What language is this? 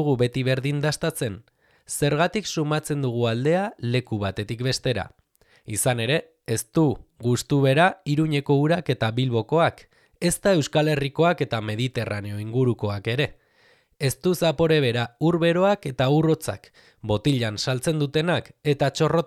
Basque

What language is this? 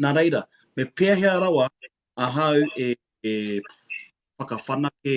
Māori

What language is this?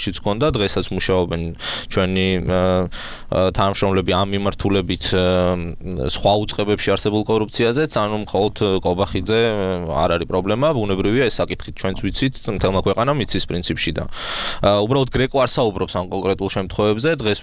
Georgian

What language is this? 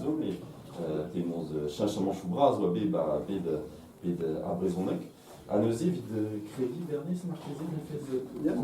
Breton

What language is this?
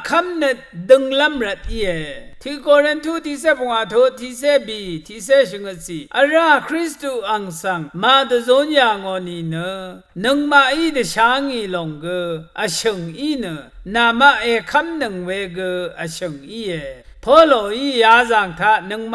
Rawang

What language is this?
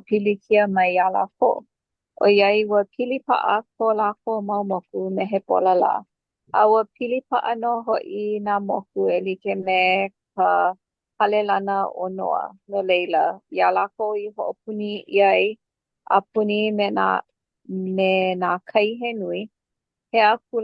Hawaiian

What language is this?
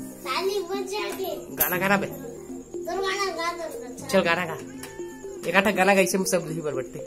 Chhattisgarhi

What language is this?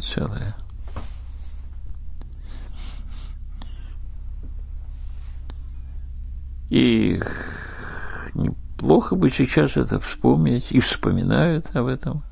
Russian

